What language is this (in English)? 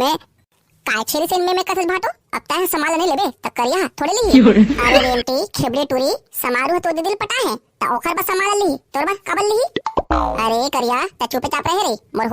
Chhattisgarhi